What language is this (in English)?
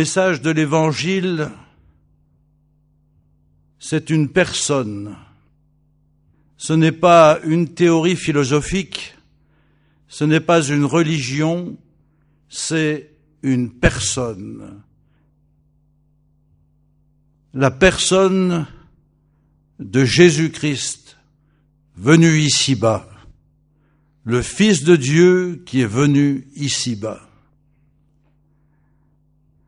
French